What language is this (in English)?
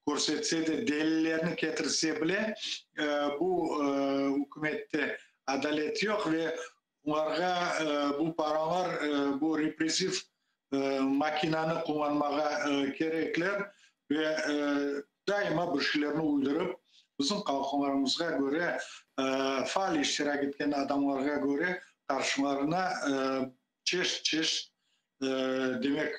Crimean Tatar